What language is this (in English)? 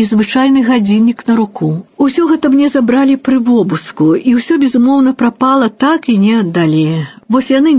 Belarusian